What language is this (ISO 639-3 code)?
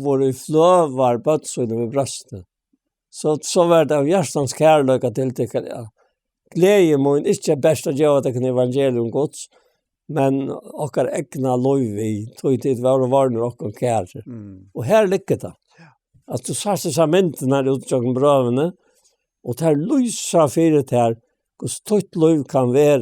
fao